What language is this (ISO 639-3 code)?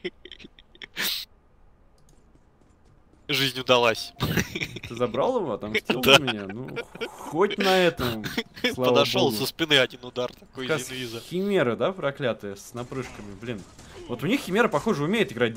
rus